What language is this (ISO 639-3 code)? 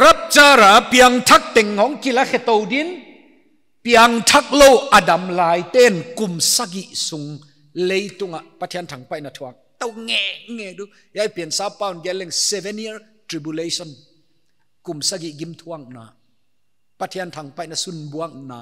pck